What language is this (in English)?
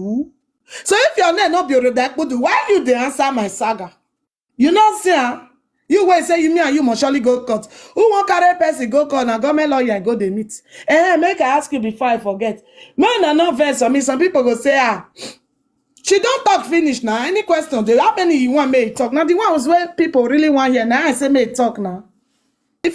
Nigerian Pidgin